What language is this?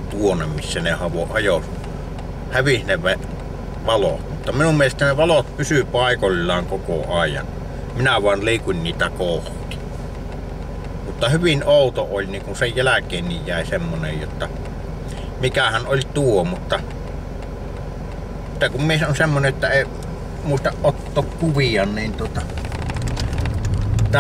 Finnish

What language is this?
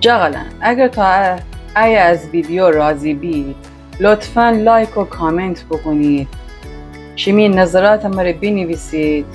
Gilaki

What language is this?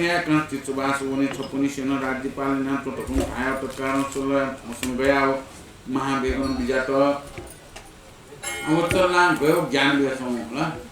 Newari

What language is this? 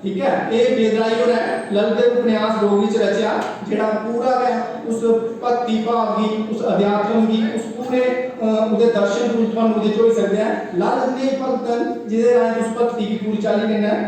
Dogri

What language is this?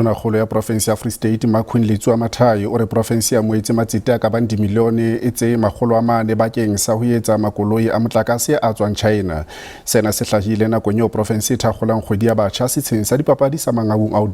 Southern Sotho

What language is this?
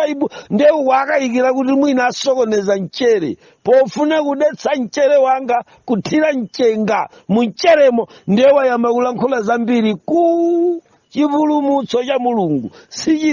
Nyanja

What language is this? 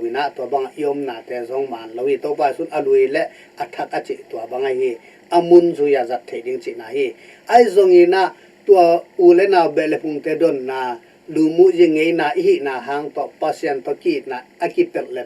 Tedim Chin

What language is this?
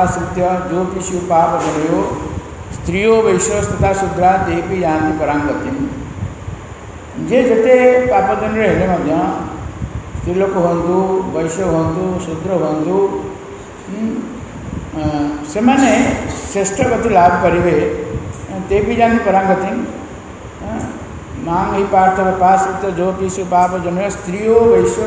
Odia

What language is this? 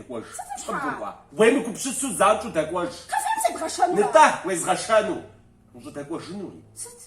Kabardian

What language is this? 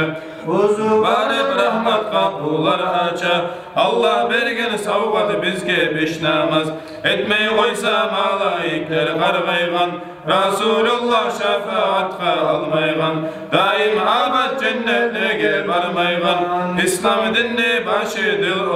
Kumyk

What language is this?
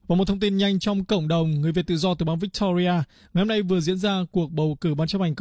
Vietnamese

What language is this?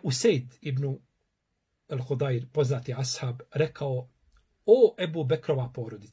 Bosnian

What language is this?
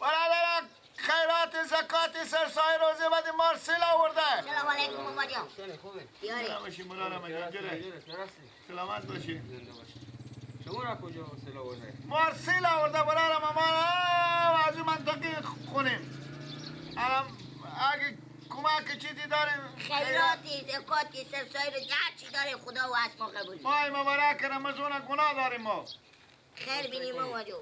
Persian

